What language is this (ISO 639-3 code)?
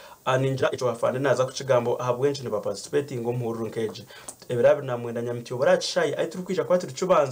nyn